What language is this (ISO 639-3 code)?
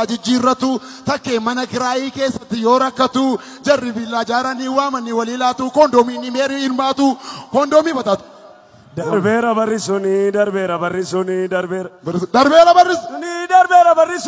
orm